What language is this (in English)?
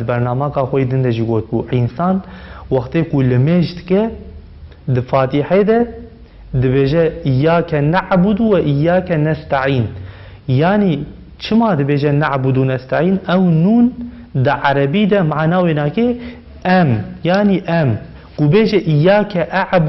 Kurdish